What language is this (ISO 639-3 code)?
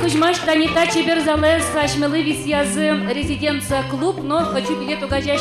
udm